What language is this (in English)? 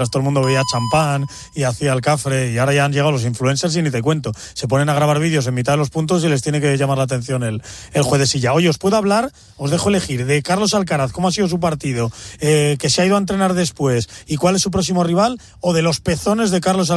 Spanish